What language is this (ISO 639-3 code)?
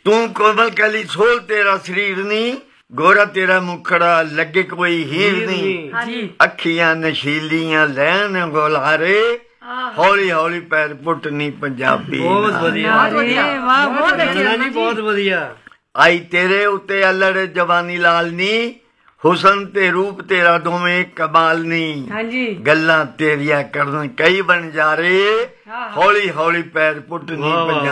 pan